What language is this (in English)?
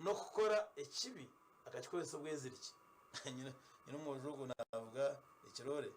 Nyankole